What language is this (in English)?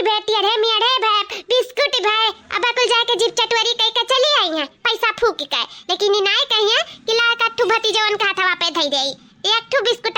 Awadhi